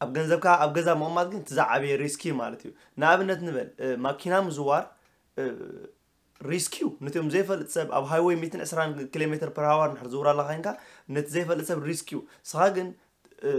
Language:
Tigrinya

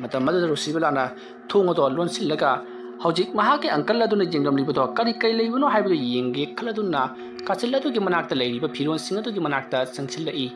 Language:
Manipuri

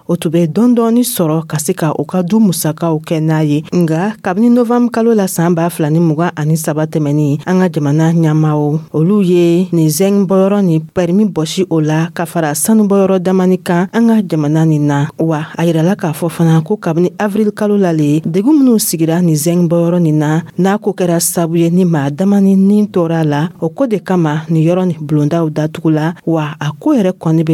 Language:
Dyula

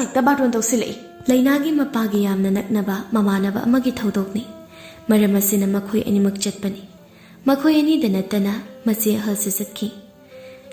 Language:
Manipuri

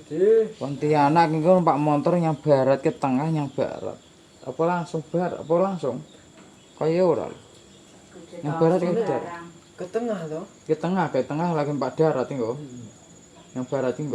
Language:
Javanese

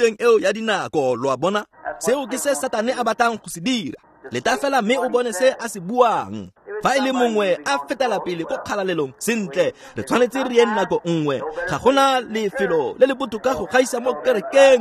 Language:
Tswana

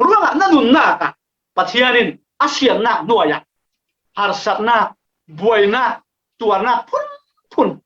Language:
Falam Chin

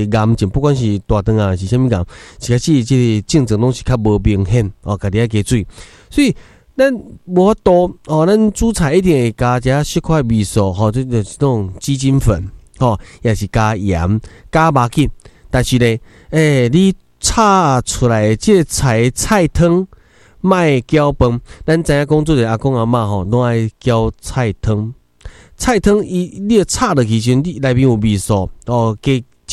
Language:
Min Nan Chinese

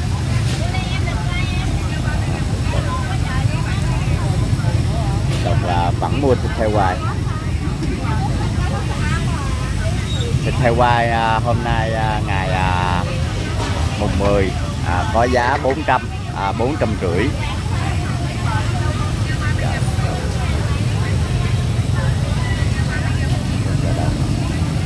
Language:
Vietnamese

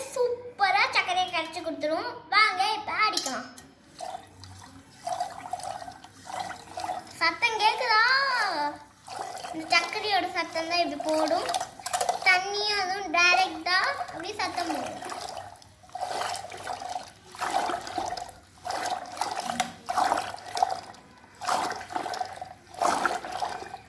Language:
Tamil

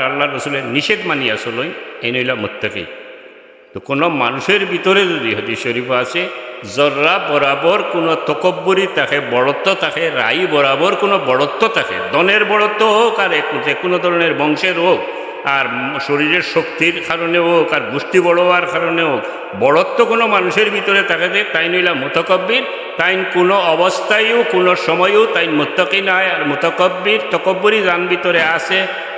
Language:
Sylheti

